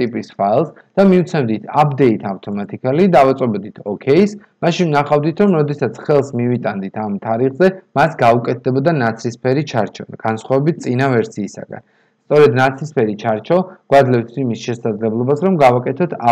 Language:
Georgian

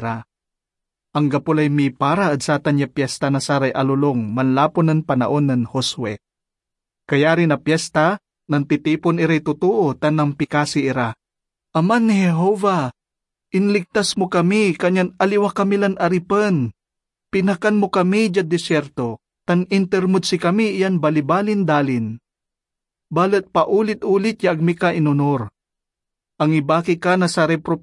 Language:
Pangasinan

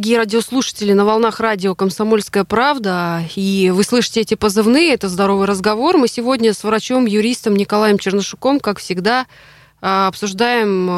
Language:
Russian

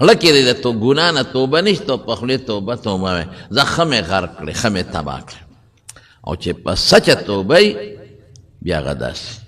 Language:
Pashto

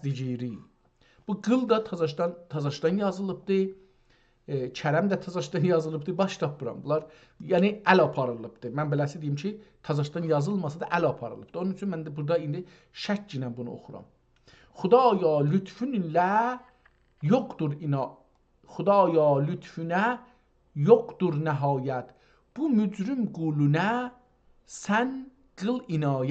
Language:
South Azerbaijani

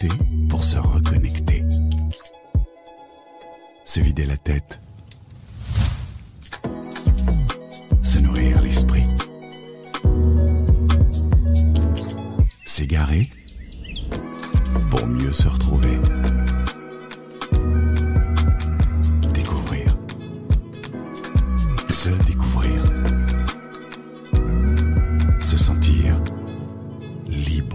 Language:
French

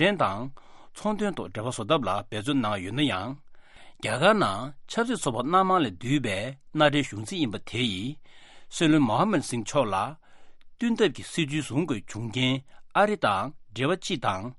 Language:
Tibetan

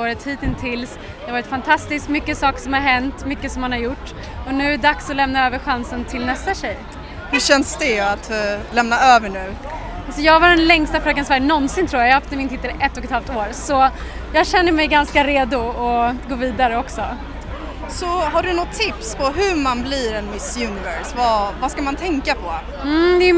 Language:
Swedish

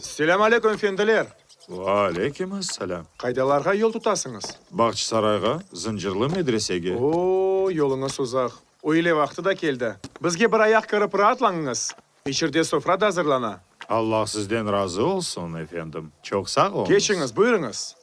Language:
Crimean Tatar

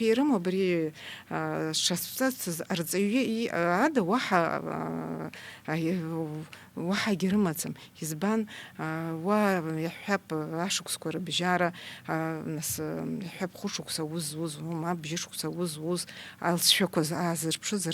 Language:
Abkhazian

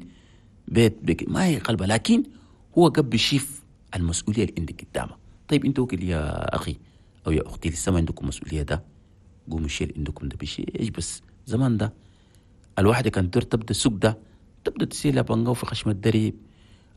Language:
Chadian Arabic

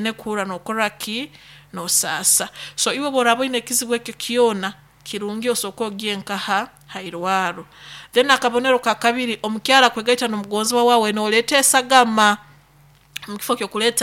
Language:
Nyoro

